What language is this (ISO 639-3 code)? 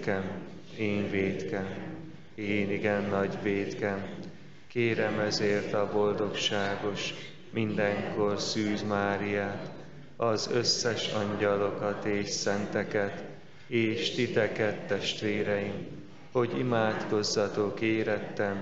hun